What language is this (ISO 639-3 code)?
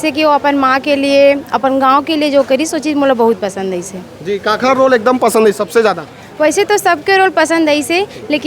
hne